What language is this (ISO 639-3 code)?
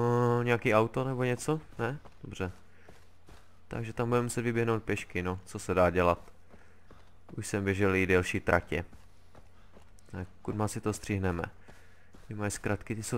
ces